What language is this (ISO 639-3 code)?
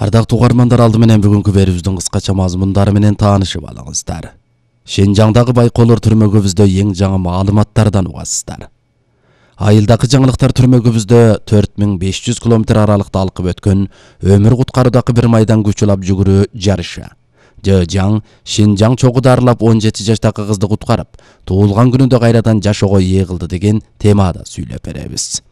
kir